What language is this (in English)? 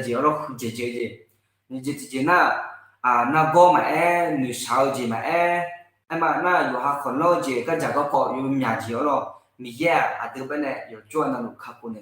Akha